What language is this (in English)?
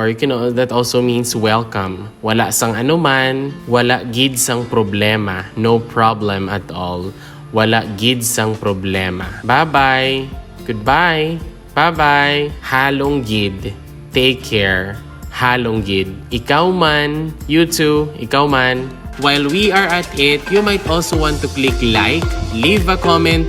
Hiligaynon